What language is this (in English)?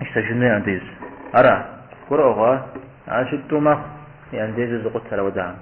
Kabardian